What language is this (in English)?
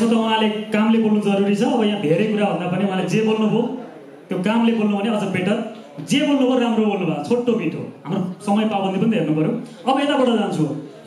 Nepali